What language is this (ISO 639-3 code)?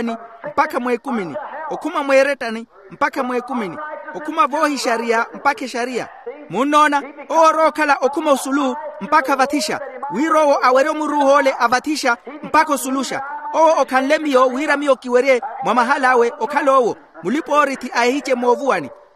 vmw